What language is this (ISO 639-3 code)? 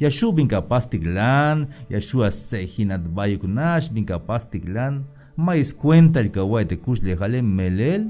tzh